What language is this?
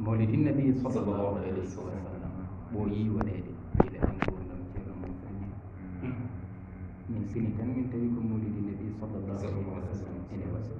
Fula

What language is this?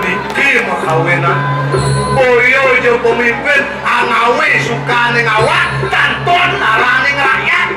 Balinese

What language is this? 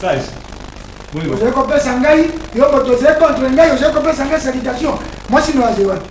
Lingala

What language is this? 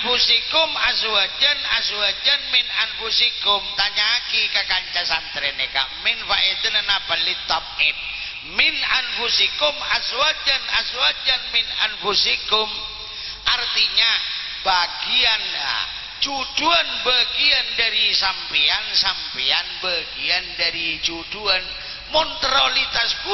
Madurese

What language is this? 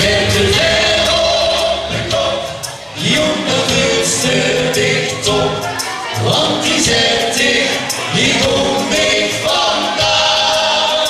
Limburgish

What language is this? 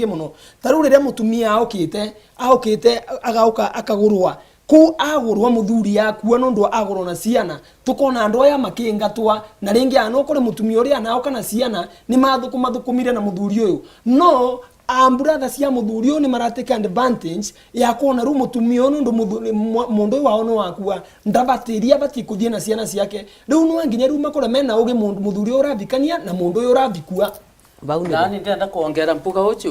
Meru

